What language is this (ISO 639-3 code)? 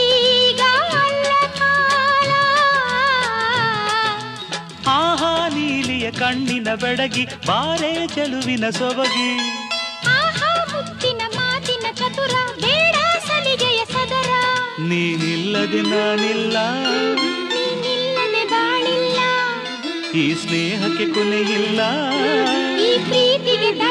kan